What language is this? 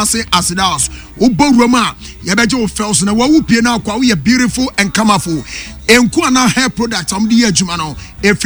Akan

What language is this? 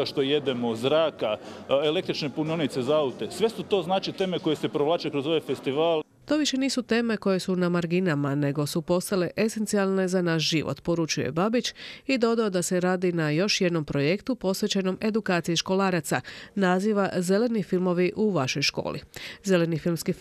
Croatian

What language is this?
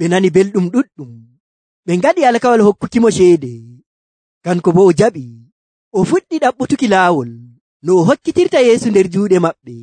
Nigerian Fulfulde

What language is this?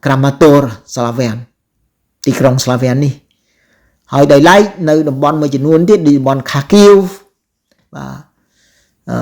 Khmer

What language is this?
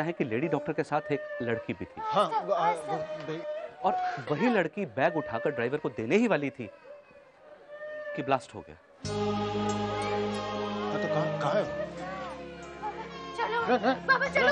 Hindi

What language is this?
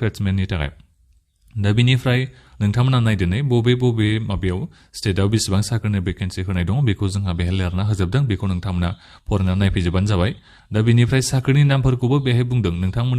Bodo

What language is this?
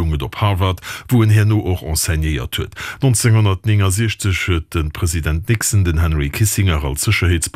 Luxembourgish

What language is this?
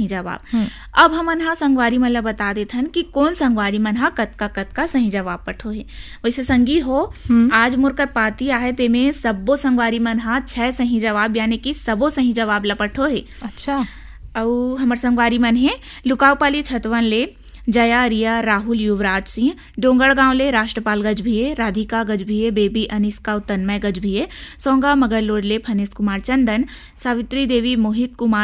Chhattisgarhi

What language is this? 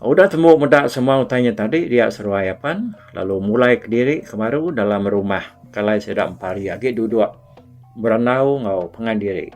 Iban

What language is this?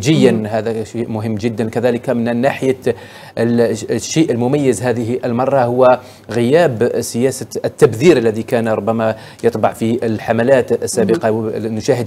Arabic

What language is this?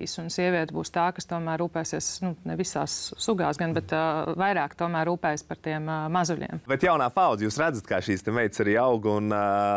Latvian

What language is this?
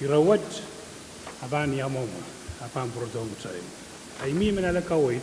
Pohnpeian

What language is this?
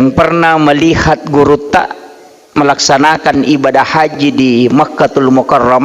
Buginese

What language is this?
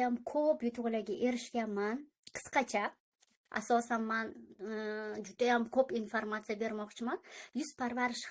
Uzbek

